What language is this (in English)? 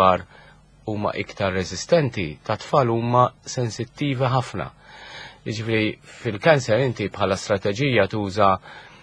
Maltese